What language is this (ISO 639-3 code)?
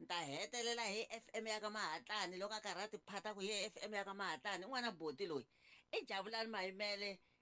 tso